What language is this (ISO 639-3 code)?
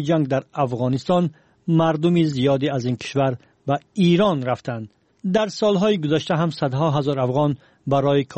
fas